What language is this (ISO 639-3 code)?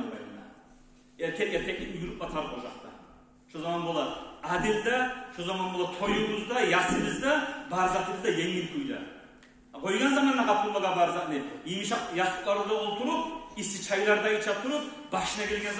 kum